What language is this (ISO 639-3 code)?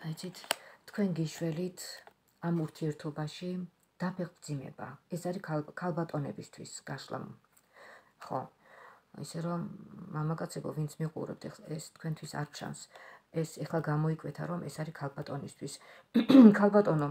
kat